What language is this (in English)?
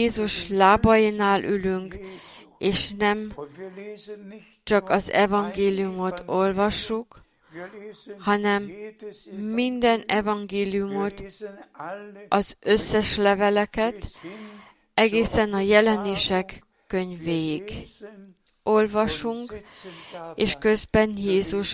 Hungarian